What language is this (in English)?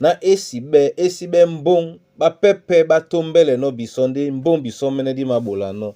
Duala